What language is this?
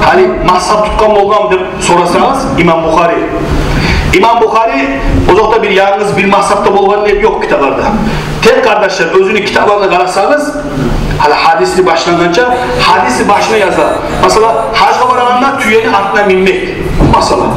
Kumyk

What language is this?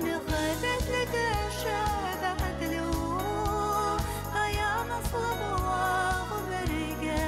Bashkir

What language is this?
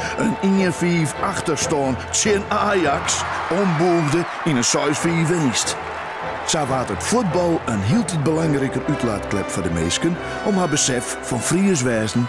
Western Frisian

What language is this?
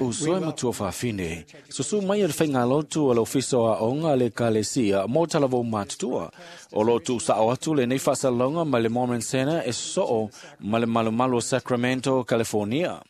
Samoan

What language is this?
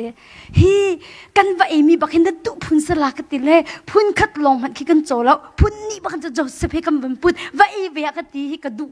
Hakha Chin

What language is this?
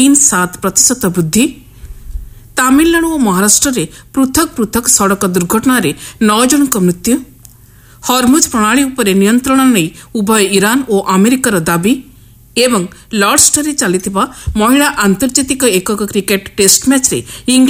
Odia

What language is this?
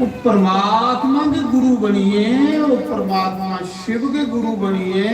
Dogri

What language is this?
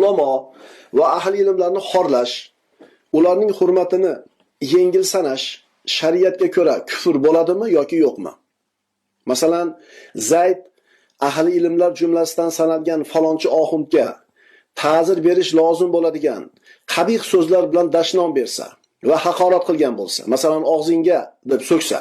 Uzbek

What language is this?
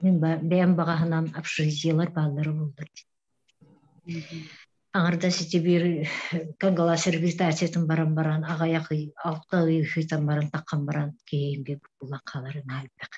Yakut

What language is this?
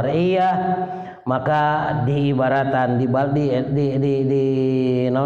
Sundanese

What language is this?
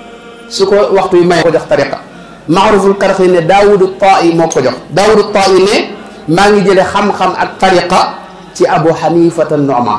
Wolof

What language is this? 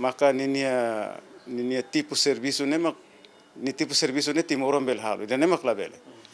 Tetum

